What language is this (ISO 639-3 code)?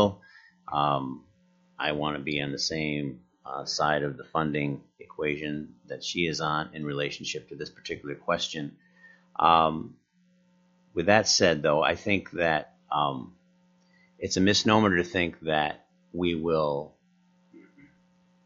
eng